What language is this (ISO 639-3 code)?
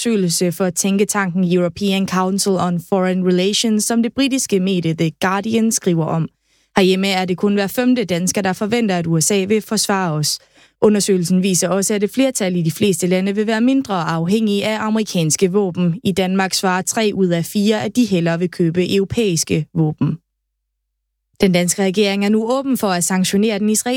dan